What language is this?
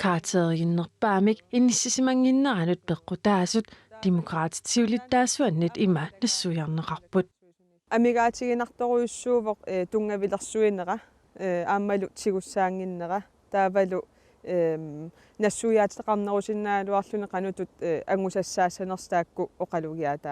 Kalaallisut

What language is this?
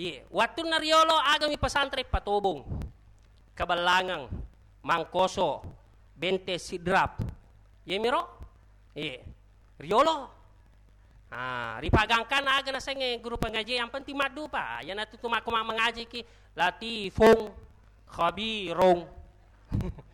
Buginese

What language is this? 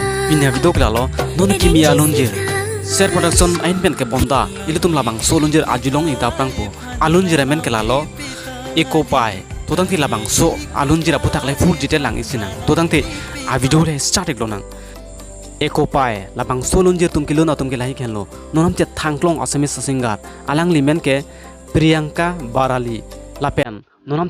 Karbi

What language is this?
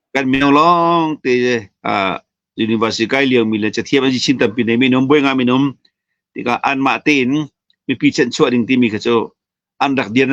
Hakha Chin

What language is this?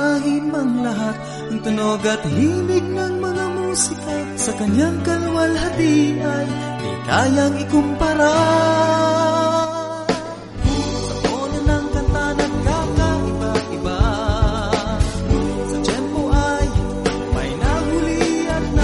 Filipino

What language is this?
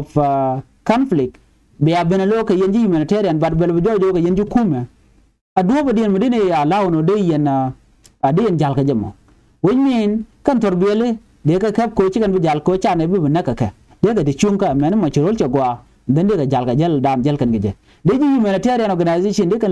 Nuer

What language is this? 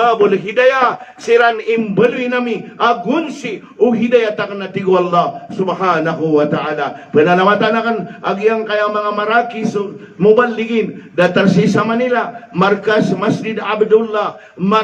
Maranao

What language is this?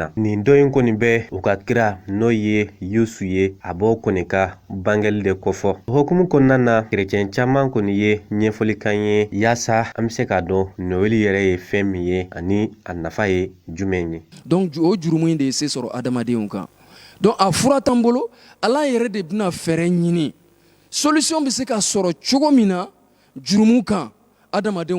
Bambara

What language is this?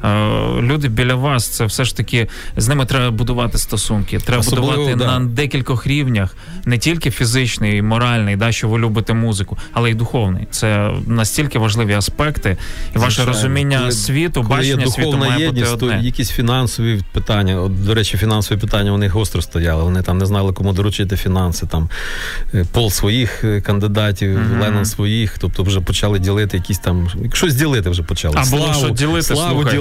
Ukrainian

